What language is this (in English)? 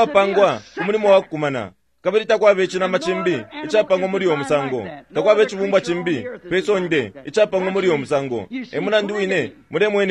Bemba